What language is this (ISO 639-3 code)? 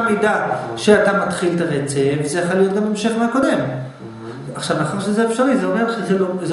heb